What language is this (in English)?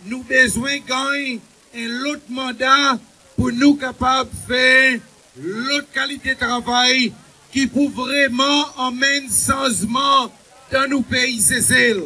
Seselwa Creole French